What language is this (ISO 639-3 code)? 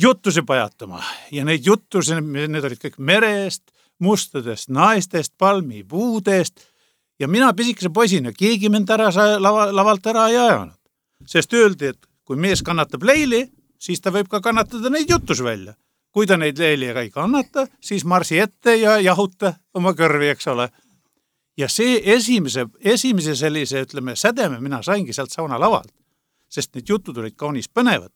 est